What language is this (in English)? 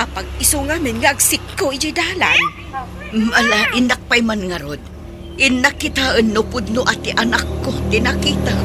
Iloko